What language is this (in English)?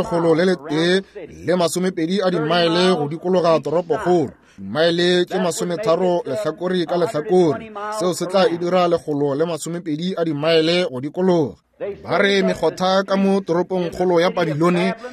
Northern Sotho